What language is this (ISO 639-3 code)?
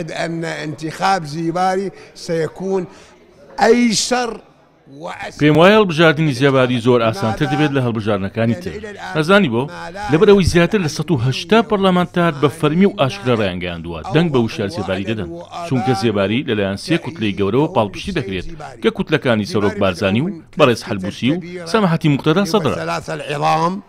ckb